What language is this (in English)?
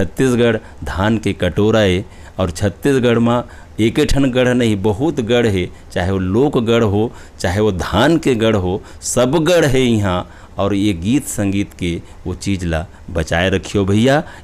Chhattisgarhi